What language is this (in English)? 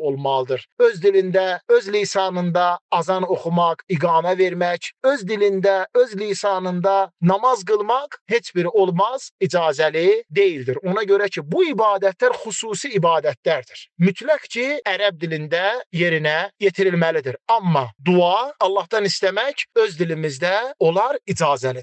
Azerbaijani